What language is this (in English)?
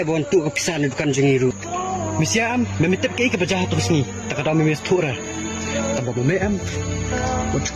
Khasi